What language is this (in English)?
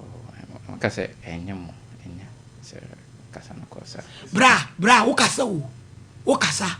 Akan